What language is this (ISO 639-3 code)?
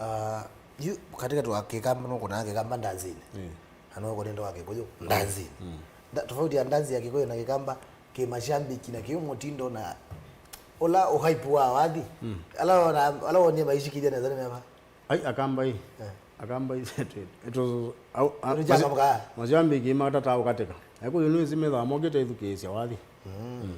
kam